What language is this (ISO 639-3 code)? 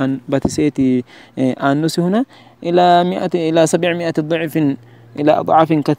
sid